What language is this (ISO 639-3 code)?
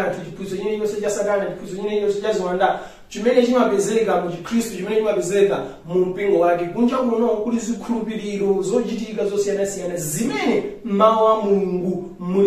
nya